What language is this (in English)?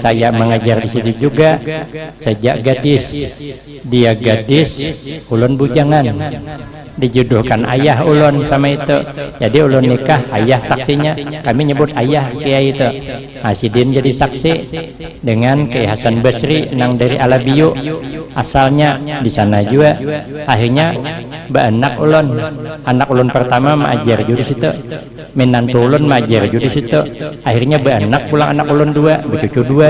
Banjar